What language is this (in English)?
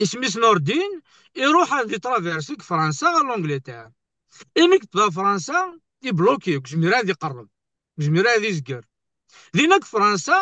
Kabyle